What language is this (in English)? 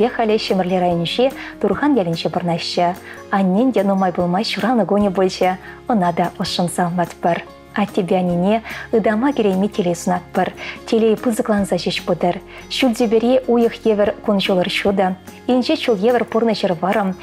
Chuvash